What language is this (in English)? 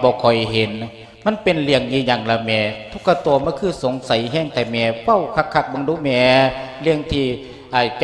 Lao